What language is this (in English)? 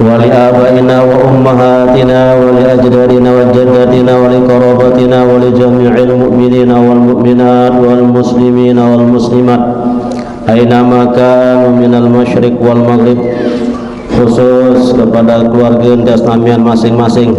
Sasak